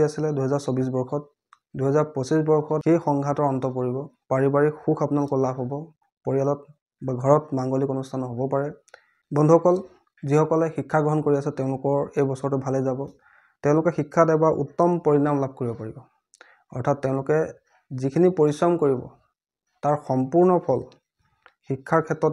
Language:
Assamese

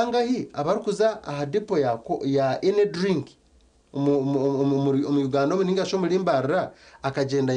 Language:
Nyankole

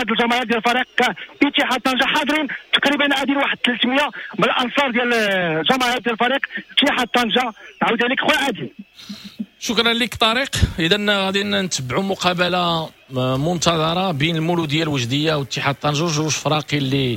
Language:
Moroccan Arabic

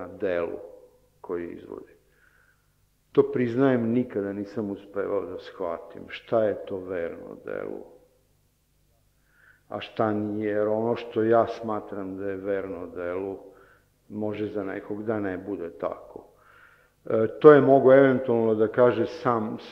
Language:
Serbian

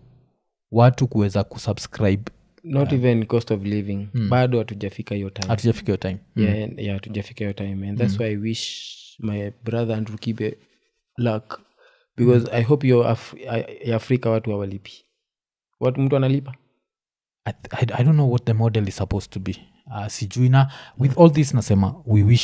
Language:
Swahili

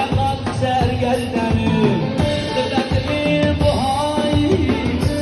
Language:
Kurdish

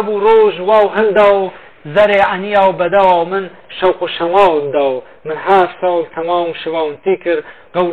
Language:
Kurdish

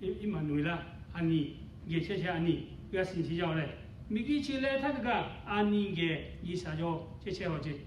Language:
Lahu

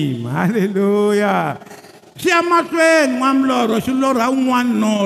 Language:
Tsonga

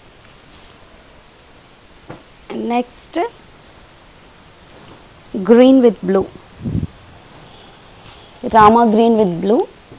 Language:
Telugu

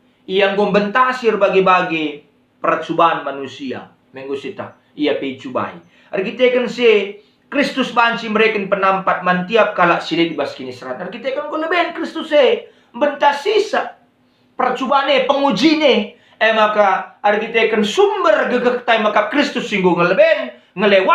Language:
Batak Karo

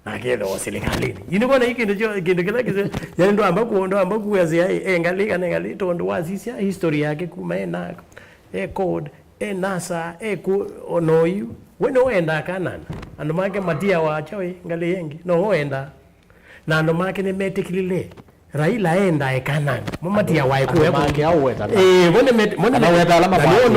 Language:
Kamba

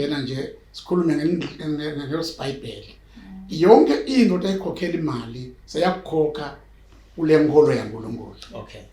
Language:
Swati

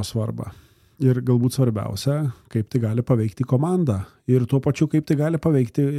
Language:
Lithuanian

